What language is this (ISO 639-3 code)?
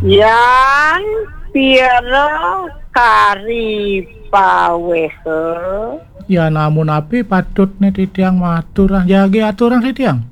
ban